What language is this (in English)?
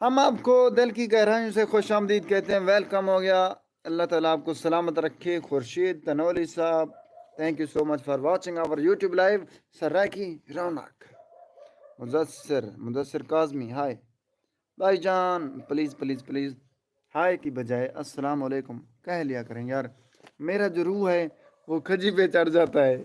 Saraiki